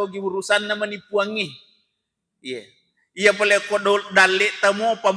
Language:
Buginese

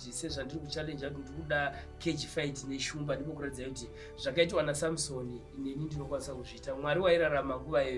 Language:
Shona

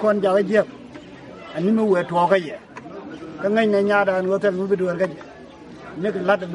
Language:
Nuer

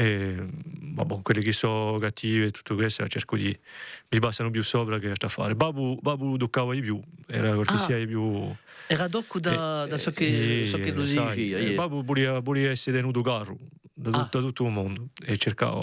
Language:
Corsican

